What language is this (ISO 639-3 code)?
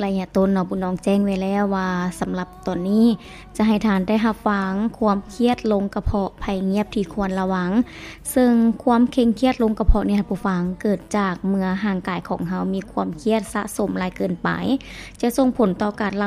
lao